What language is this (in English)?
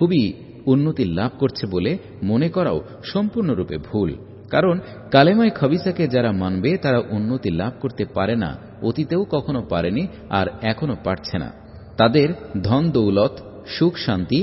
Bangla